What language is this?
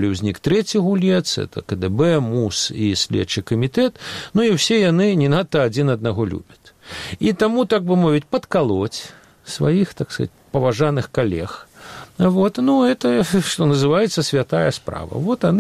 Belarusian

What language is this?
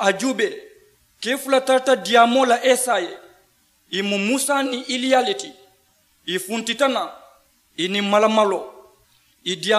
Mandingo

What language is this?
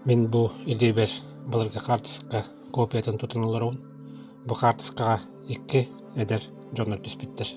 Yakut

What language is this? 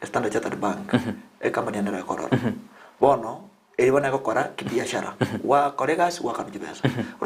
Gusii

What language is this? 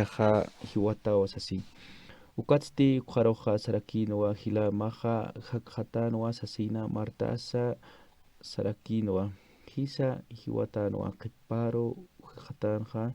Aymara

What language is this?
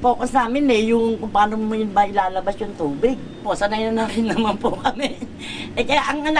Filipino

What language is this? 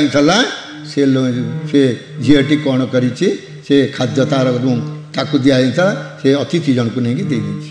Odia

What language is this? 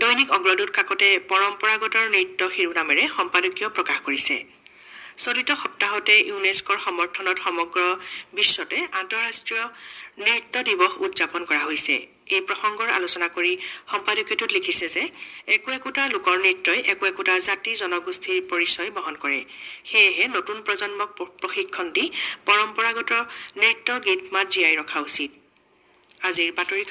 Assamese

